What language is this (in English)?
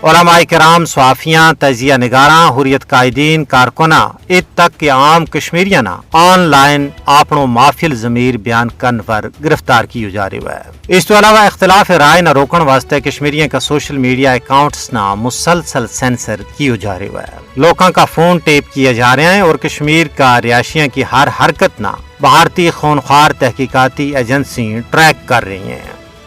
Gujari